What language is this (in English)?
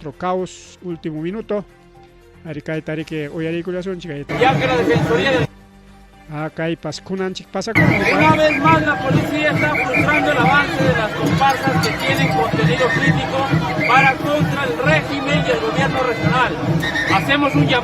Ayacucho Quechua